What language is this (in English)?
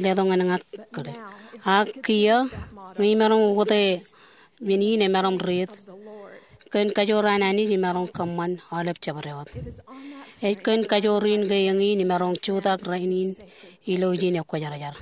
Marshallese